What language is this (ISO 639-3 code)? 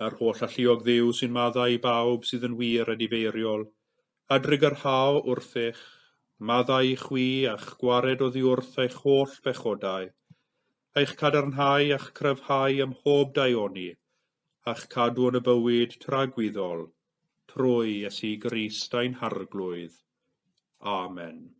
cym